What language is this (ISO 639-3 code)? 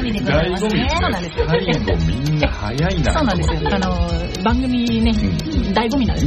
jpn